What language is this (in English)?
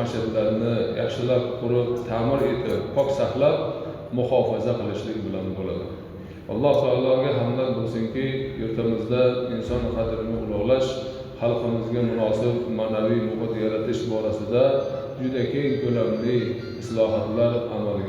Uzbek